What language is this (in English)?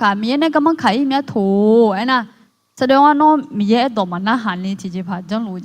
Akha